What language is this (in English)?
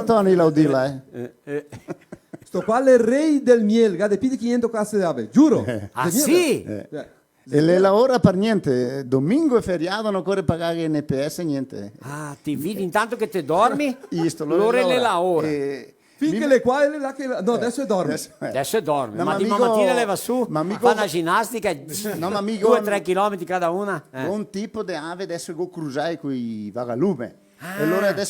Venetian